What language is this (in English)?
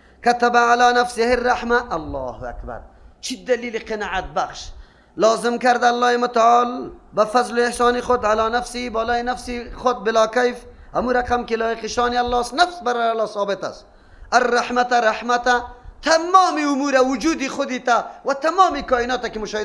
Persian